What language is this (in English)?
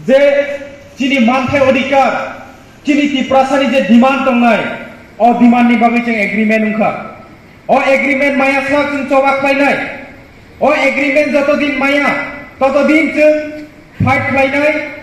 Kok Borok